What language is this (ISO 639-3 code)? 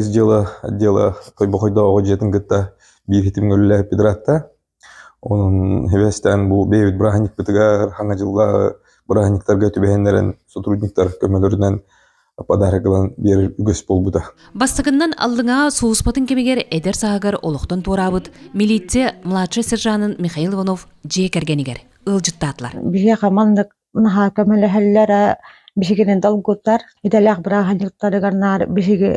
sah